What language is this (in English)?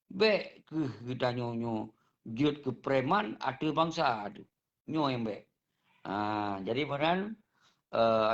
Achinese